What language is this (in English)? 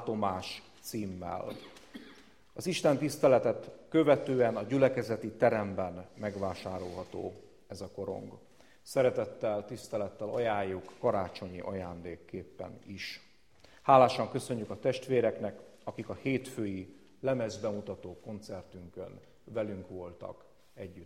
Hungarian